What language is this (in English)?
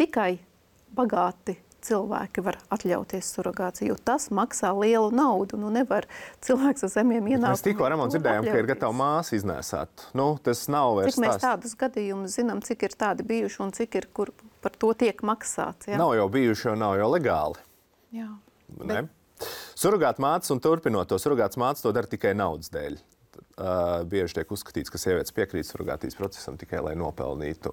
Latvian